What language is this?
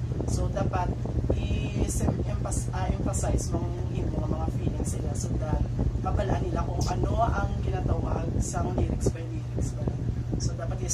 Hiligaynon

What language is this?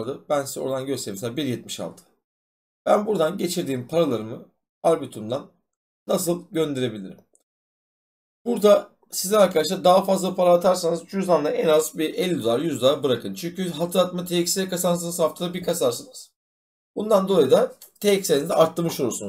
Turkish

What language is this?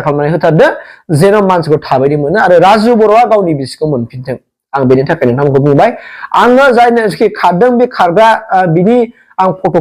Bodo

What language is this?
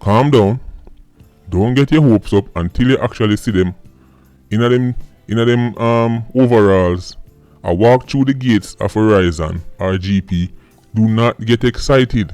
Jamaican Creole English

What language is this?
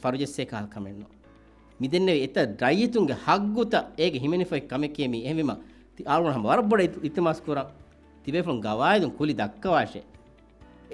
Divehi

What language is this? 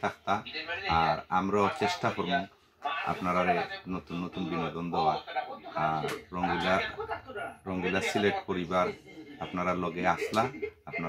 Sylheti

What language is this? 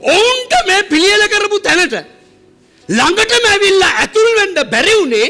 Sinhala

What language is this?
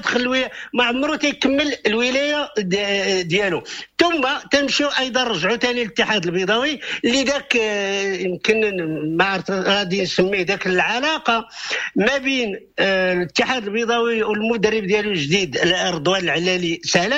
Moroccan Arabic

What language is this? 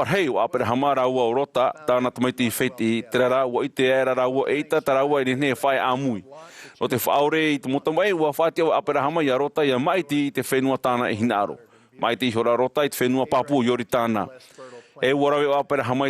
Tahitian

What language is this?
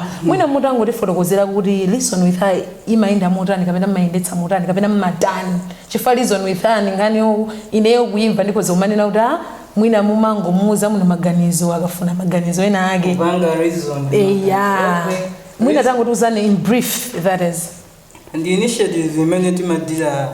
Nyanja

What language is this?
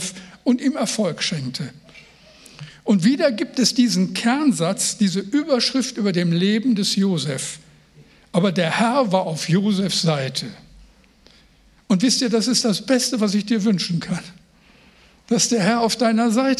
German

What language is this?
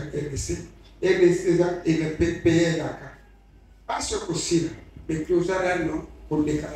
Lingala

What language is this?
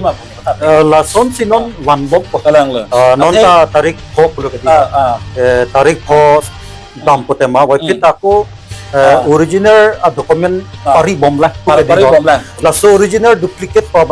Karbi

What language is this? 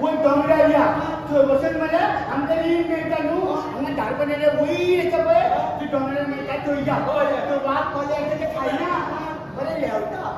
Konkani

